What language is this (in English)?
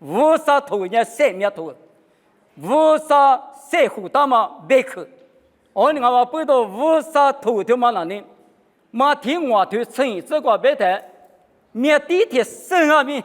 Lisu